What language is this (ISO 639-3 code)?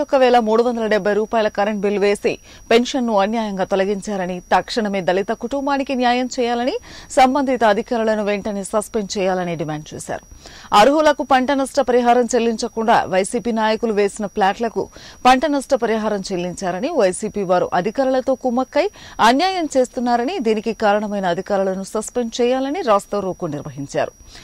tel